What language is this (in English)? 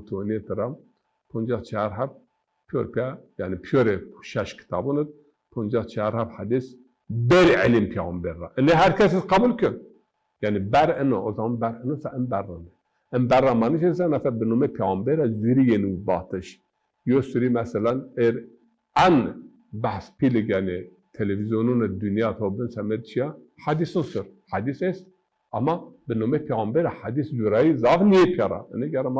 Zaza